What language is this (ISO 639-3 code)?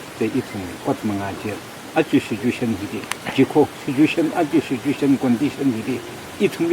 nmf